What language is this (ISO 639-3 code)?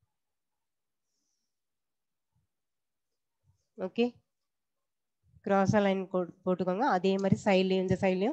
tam